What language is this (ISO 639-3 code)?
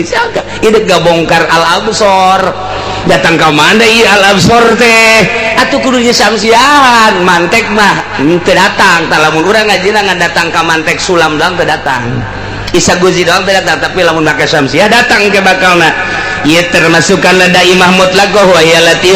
sun